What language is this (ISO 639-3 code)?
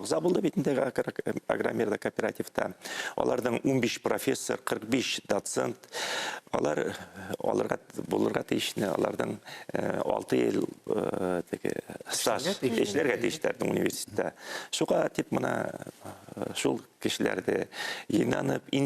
bak